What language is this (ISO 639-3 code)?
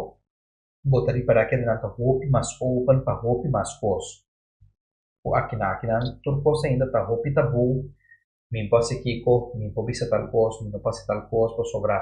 pap